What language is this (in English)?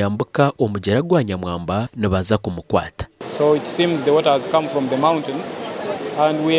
Nyankole